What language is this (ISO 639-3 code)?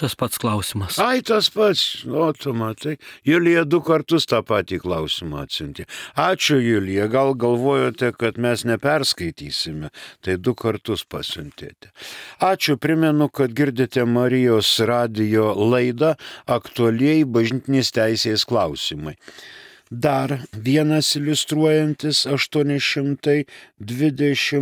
lit